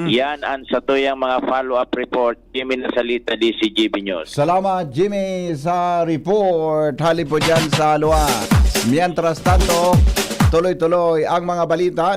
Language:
Bikol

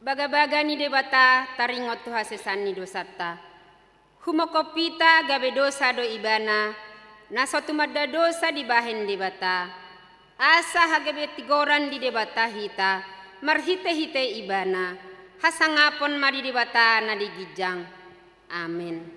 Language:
Batak Toba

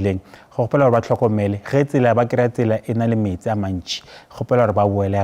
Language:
Northern Sotho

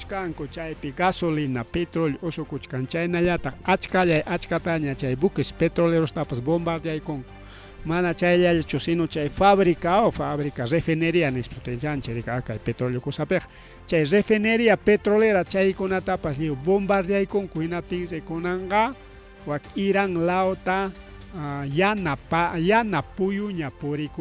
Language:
Ayacucho Quechua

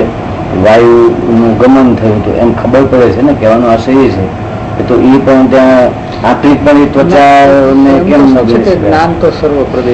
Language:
Gujarati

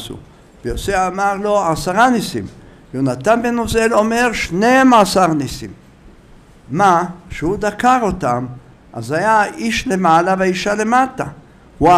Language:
Hebrew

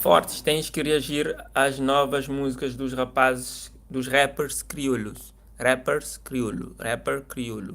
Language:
Kabuverdianu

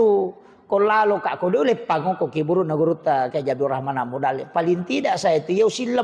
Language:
Buginese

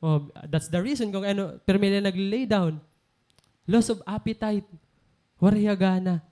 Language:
Waray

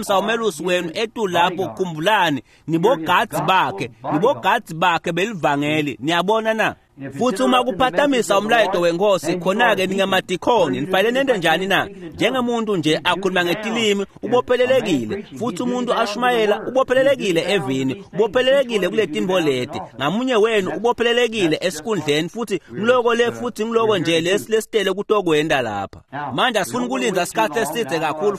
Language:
Swati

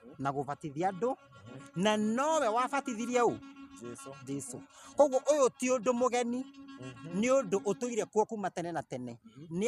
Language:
Kikuyu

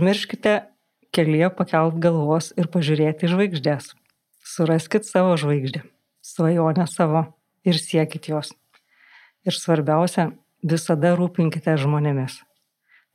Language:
Lithuanian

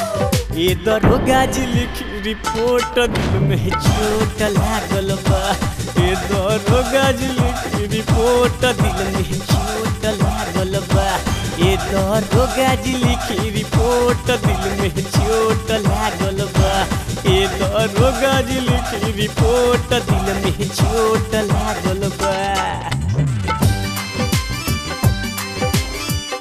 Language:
Bhojpuri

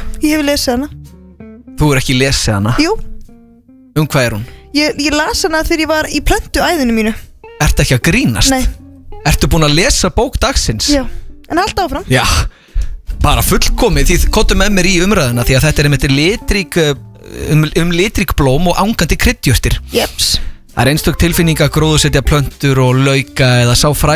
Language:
Icelandic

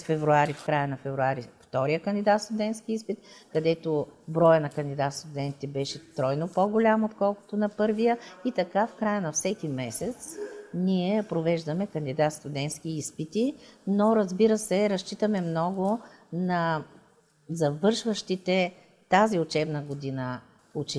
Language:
Bulgarian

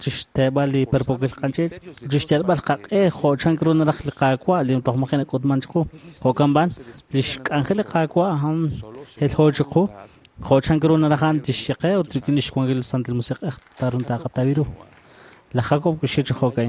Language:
Kekchí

